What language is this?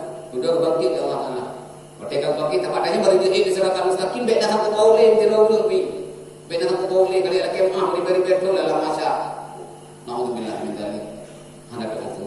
Achinese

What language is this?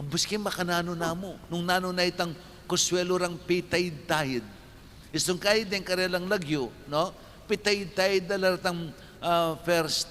Pampanga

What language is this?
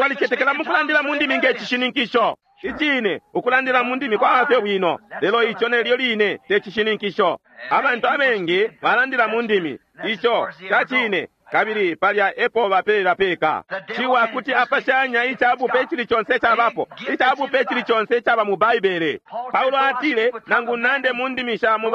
Bemba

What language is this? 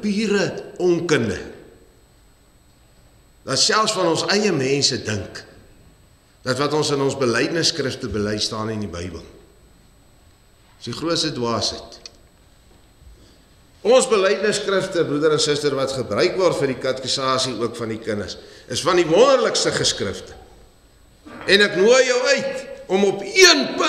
Afrikaans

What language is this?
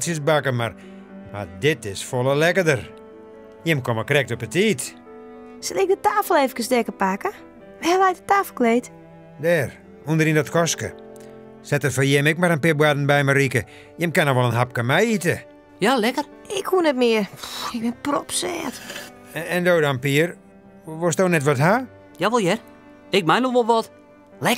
Western Frisian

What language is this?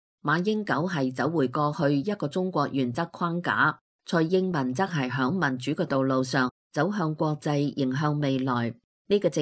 Cantonese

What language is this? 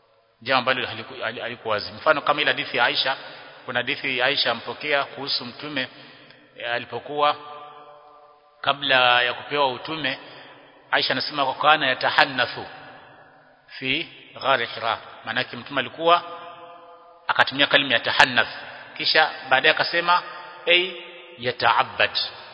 Swahili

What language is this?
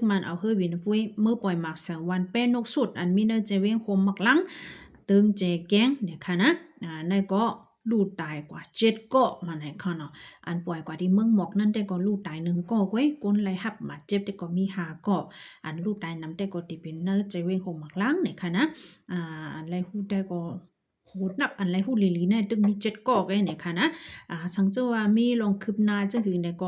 Shan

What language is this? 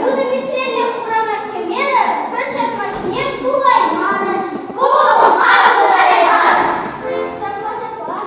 Chuvash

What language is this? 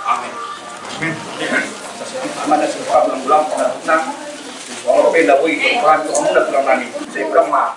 Batak Toba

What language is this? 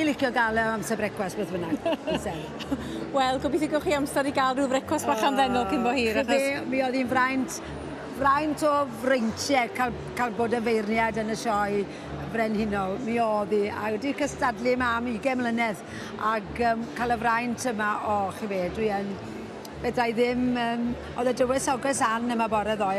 Welsh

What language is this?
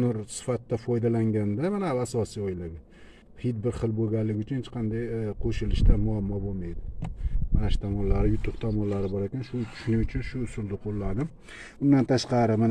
Uzbek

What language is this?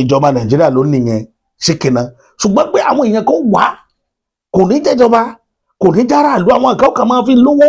Yoruba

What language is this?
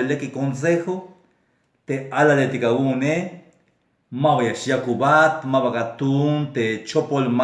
Tzeltal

